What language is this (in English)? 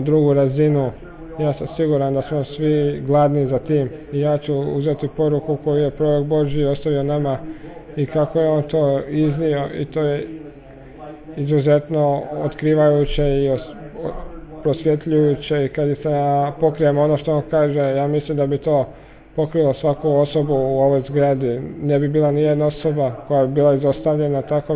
Croatian